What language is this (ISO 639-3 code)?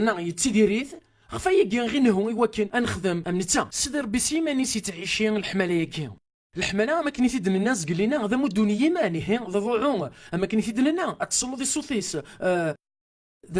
kab